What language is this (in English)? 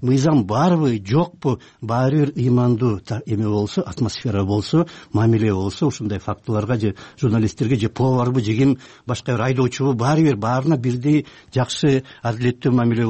Kyrgyz